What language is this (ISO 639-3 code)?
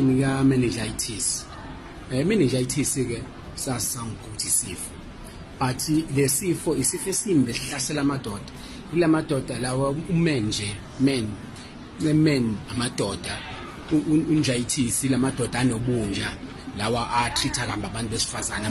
zul